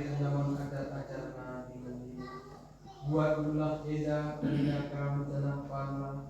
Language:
Batak Karo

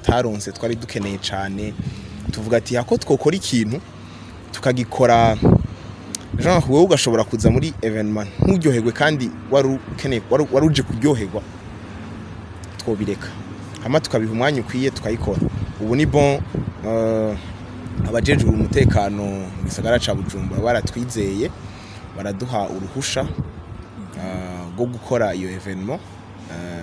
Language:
Rundi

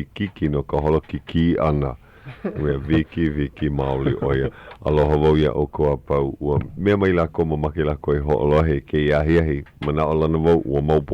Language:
Hawaiian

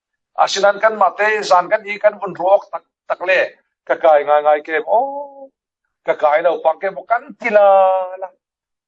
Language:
Falam Chin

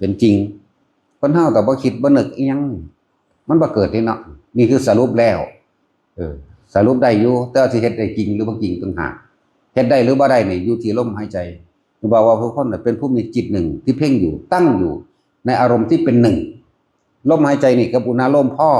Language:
Northeastern Thai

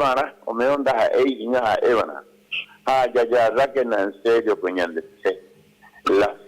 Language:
Guarani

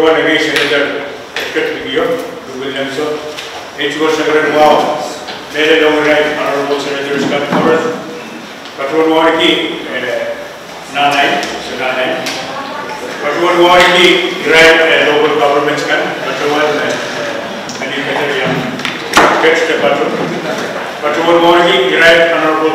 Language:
Pohnpeian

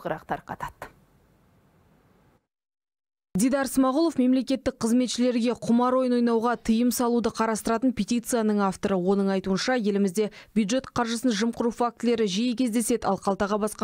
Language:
Kazakh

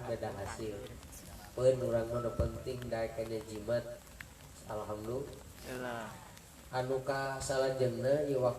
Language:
Sundanese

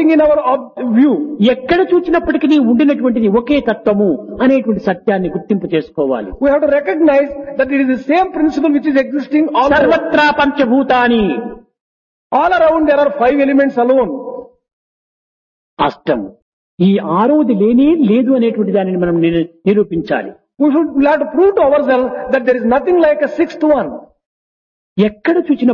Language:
Telugu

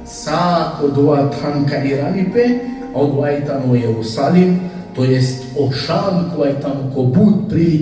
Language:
Balkan Romani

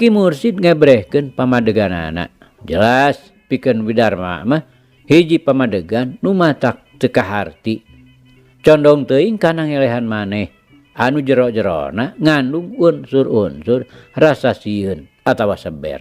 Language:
Sundanese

